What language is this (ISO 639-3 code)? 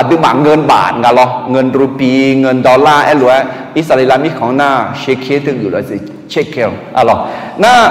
ahk